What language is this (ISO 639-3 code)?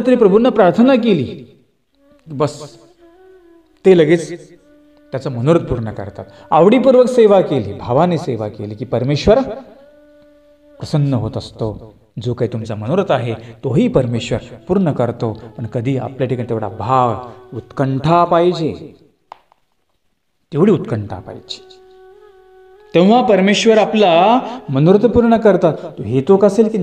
mar